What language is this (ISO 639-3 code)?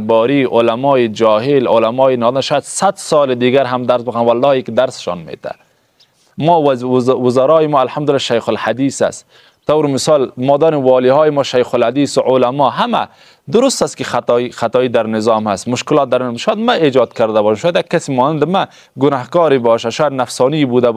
fas